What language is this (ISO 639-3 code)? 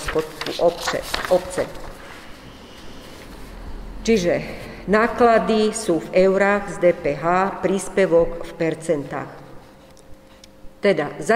slk